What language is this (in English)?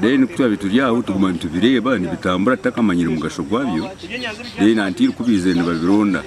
Nyankole